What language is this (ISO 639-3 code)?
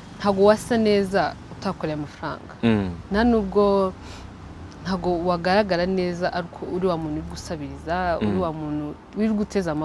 kin